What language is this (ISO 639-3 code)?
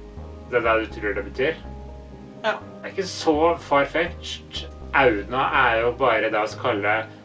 nor